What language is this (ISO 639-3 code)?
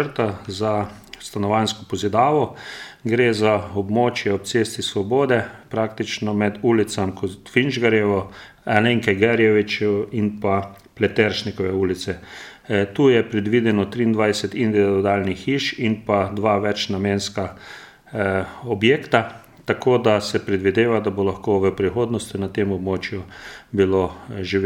slv